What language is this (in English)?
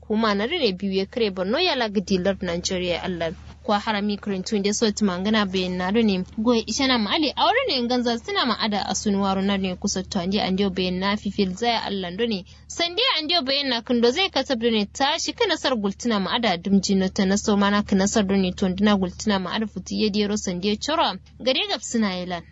Kanuri